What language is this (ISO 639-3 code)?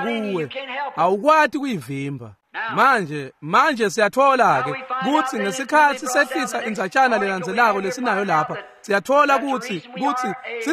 ssw